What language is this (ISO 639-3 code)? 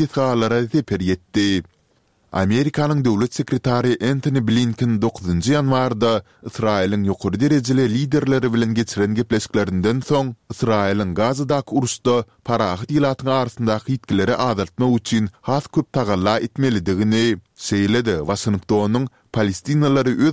tuk